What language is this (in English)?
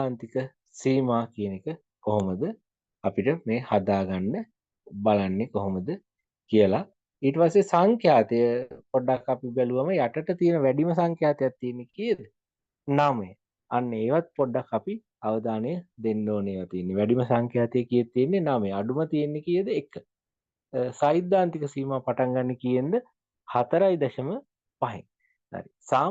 Sinhala